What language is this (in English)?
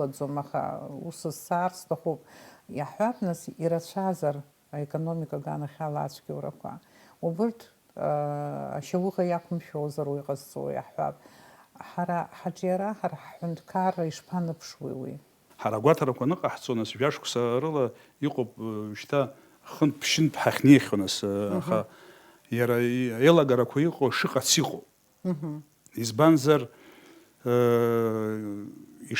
Abkhazian